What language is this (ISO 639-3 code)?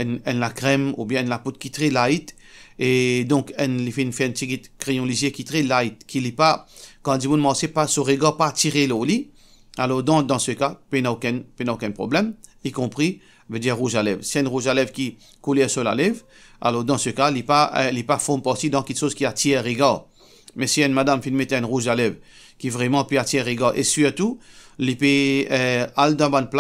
mfe